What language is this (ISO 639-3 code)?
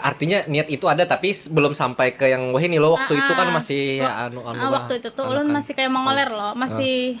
bjn